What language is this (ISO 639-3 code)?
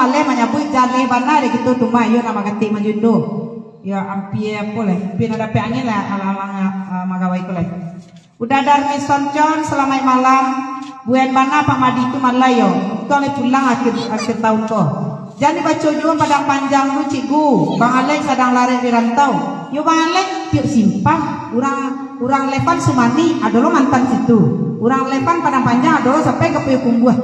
min